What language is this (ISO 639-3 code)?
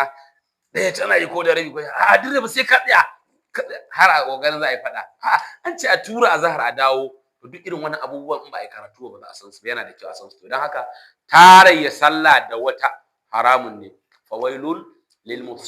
hau